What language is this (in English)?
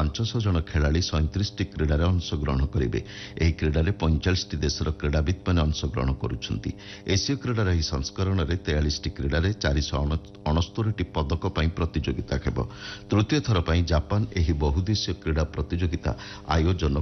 Odia